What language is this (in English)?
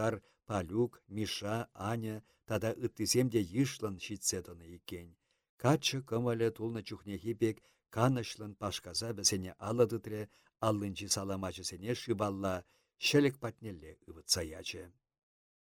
Chuvash